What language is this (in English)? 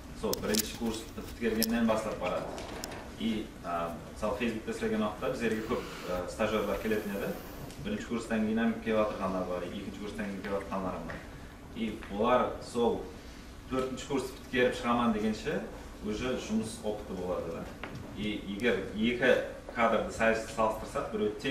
Kara-Kalpak